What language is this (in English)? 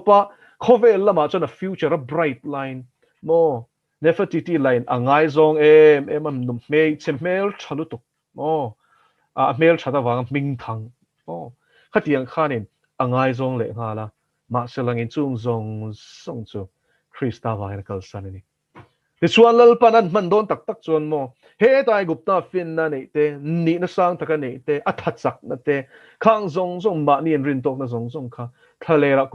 Mizo